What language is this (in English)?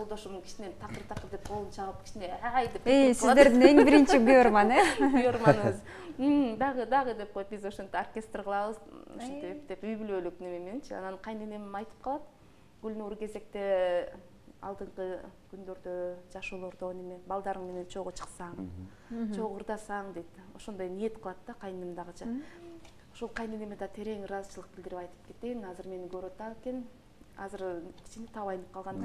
Kyrgyz